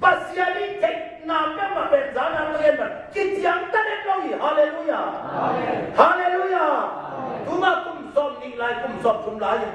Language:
Tedim Chin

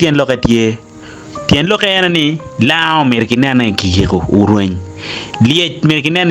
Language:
Acoli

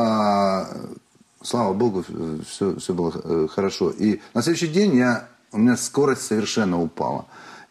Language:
Russian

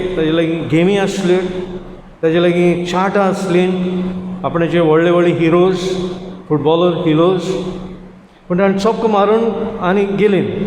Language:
Konkani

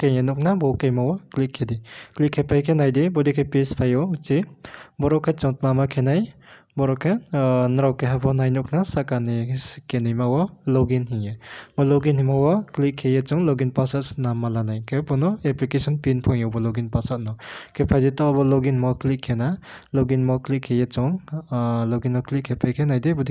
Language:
Riang (India)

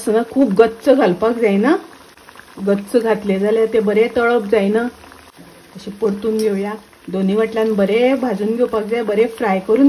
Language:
Konkani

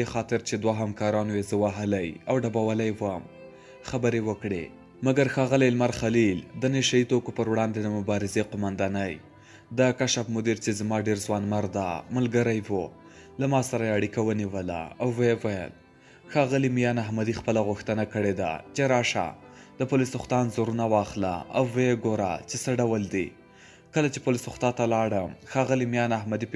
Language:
Pashto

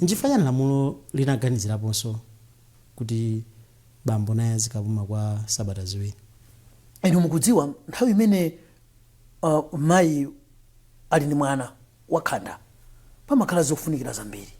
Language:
Nyanja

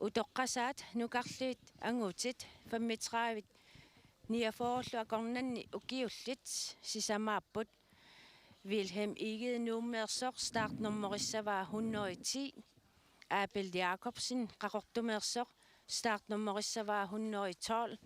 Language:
Kalaallisut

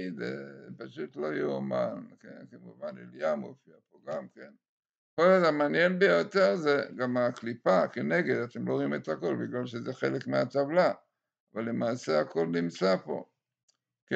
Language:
Hebrew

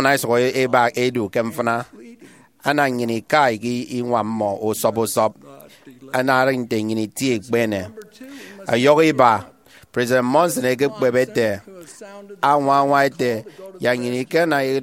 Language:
Efik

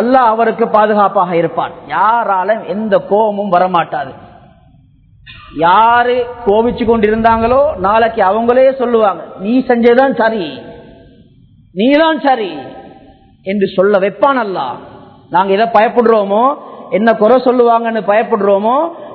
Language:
Tamil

